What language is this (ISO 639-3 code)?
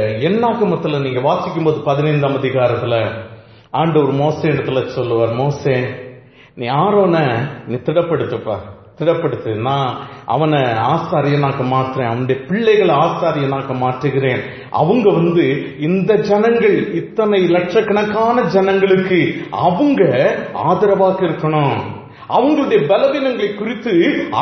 tam